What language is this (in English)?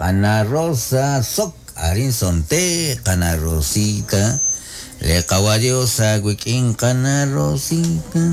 Kekchí